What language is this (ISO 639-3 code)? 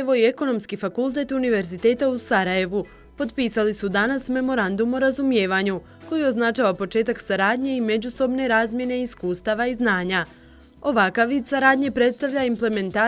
bos